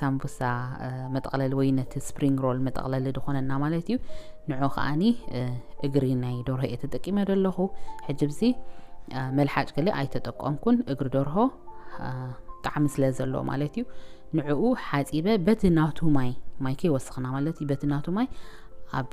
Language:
Tigrinya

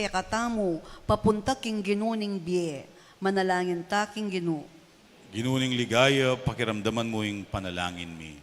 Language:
Pampanga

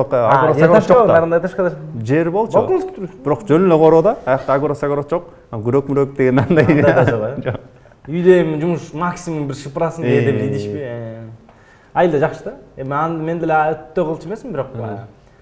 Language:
Kyrgyz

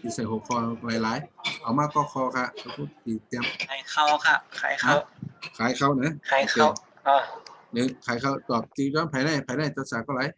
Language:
Shan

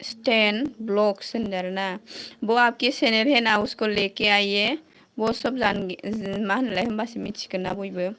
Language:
Bodo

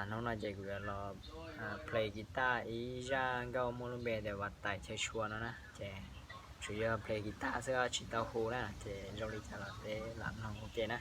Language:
Hmong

